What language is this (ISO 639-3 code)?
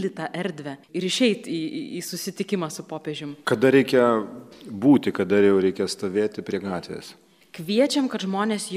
lit